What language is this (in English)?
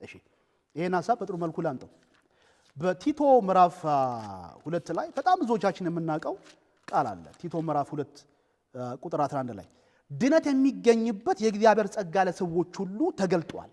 Amharic